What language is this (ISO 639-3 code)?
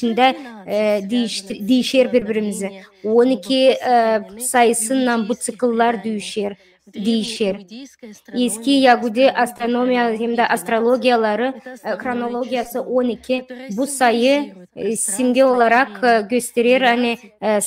gag